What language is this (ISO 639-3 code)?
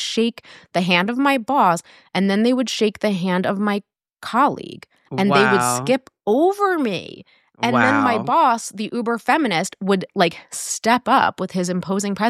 eng